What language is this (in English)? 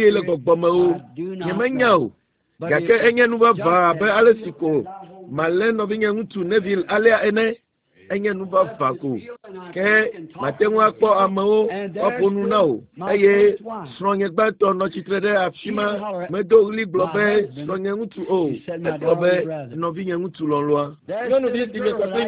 Ewe